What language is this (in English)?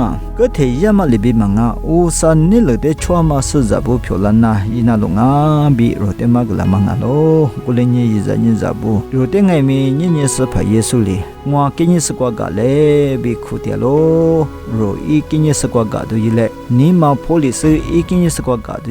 Lisu